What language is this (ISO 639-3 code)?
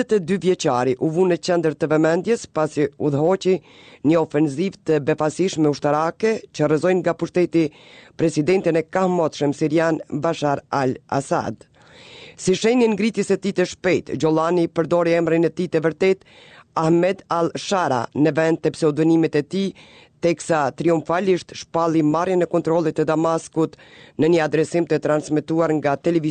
sqi